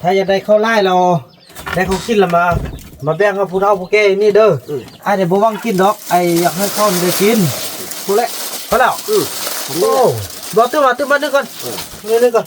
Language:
Northeastern Thai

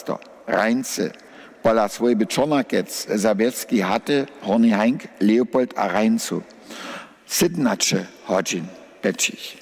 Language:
Upper Sorbian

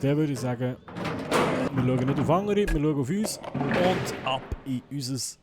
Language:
Swiss German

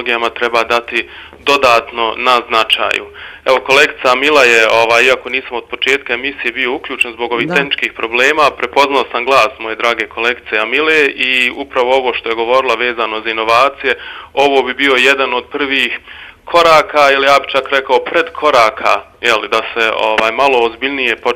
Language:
Bosnian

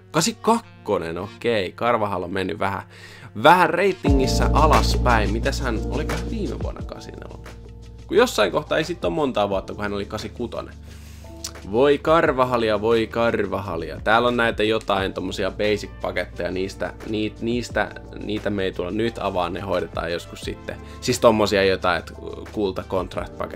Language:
Finnish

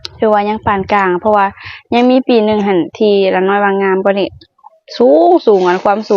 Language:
Lao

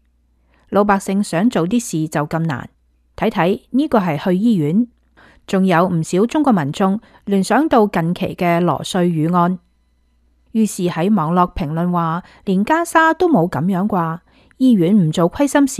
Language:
Cantonese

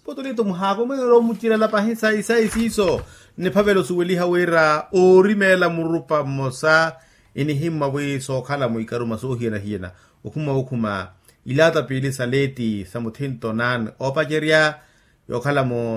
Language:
Makhuwa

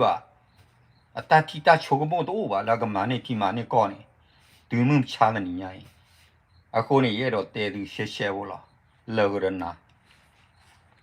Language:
S'gaw Karen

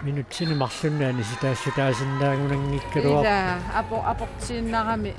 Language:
Kalaallisut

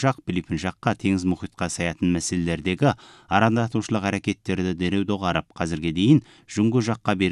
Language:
Kazakh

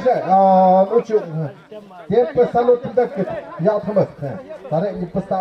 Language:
Tlahuitoltepec Mixe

